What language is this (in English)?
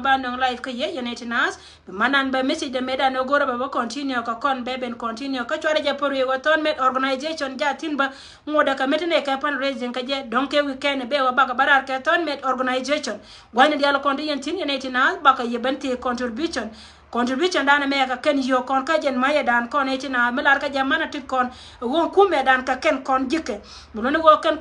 Nuer